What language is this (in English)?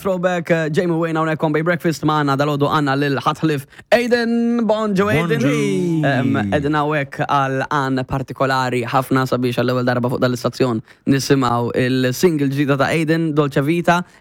Maltese